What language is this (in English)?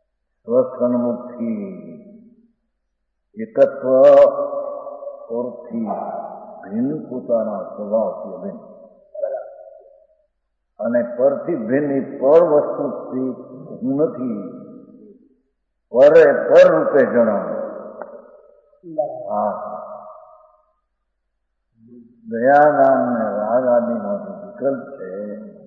Gujarati